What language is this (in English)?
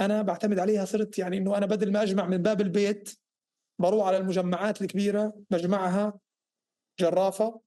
North Levantine Arabic